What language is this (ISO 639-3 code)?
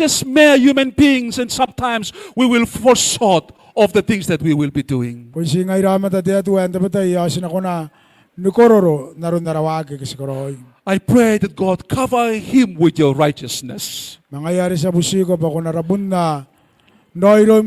gil